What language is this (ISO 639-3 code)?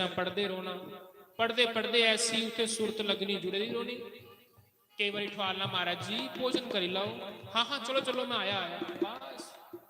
doi